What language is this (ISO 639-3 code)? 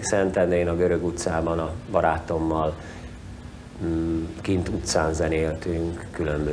hun